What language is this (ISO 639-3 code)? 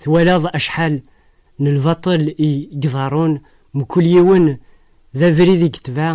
kab